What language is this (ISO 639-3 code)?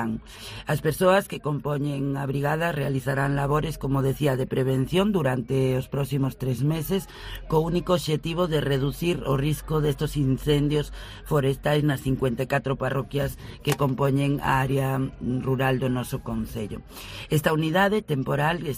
glg